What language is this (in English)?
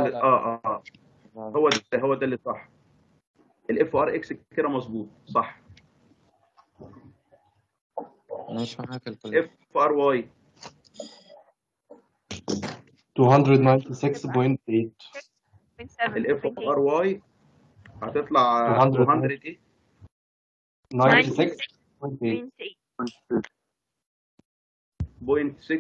Egyptian Arabic